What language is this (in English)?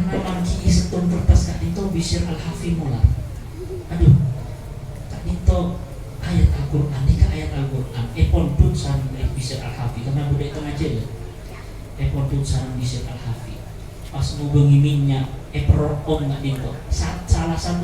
Madurese